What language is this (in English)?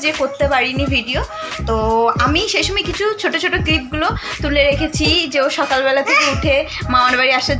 Bangla